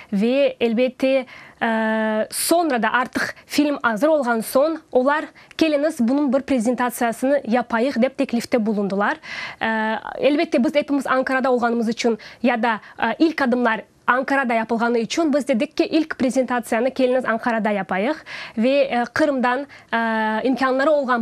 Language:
Crimean Tatar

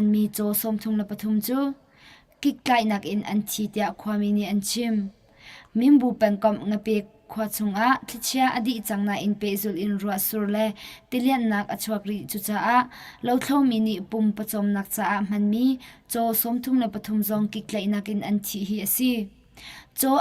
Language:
Hakha Chin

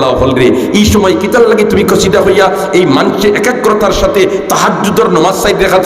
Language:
Sylheti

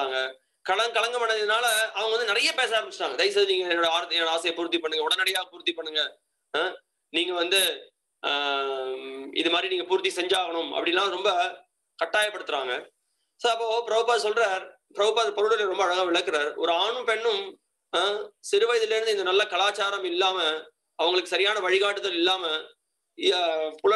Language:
Tamil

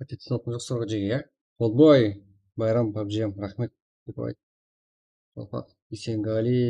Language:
Kara-Kalpak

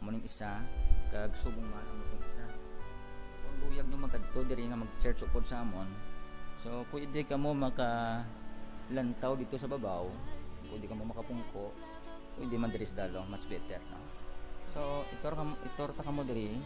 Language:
Hiligaynon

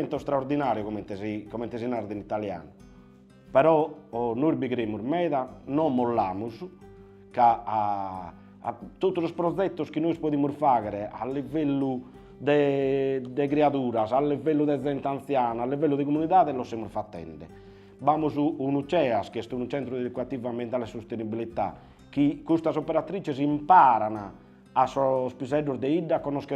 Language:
Sardinian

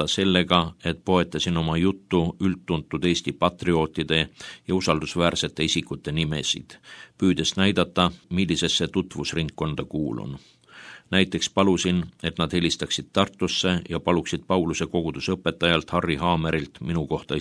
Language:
Estonian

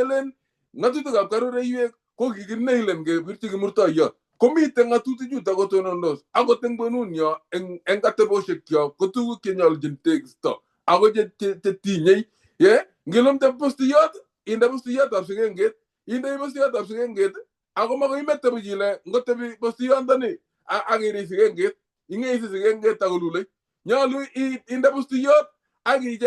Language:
Kalenjin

